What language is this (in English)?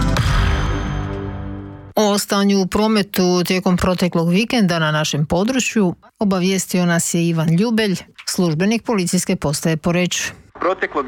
Croatian